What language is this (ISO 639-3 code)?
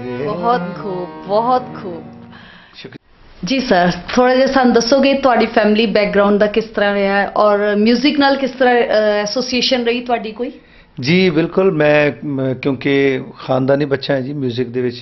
pan